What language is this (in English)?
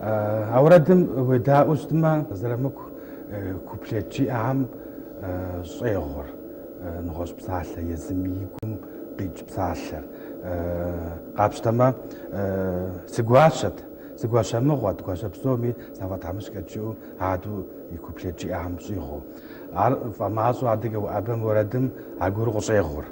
Kabardian